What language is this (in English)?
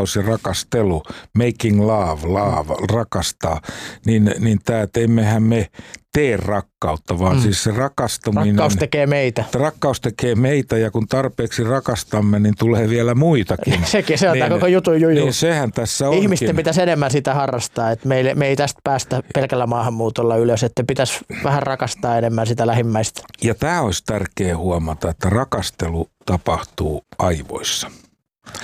Finnish